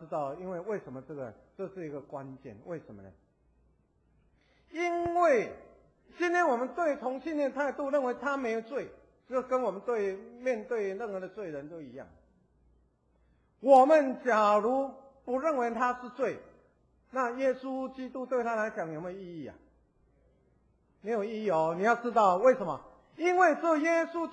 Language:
Chinese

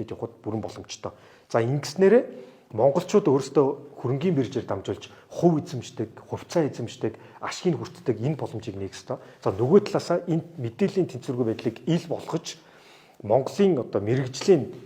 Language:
Mongolian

